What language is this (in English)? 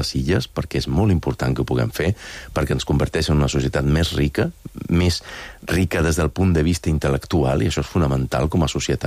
Catalan